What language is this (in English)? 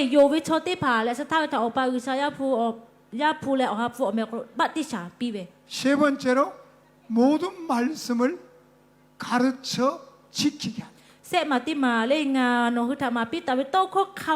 Lahu